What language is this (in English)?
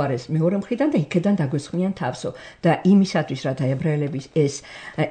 Georgian